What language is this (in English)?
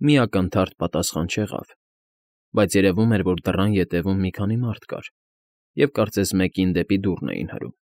Armenian